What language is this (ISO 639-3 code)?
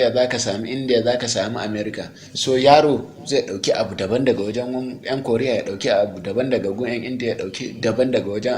hau